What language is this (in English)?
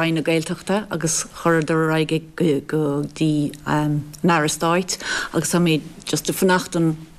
Irish